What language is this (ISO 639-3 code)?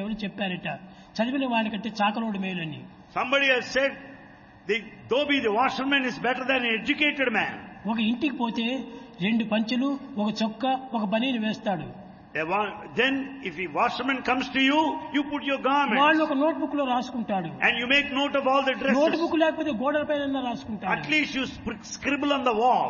tel